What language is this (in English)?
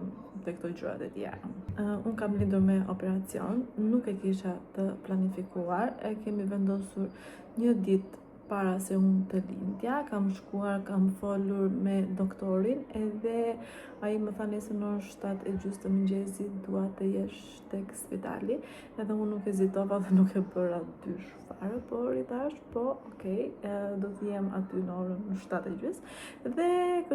Albanian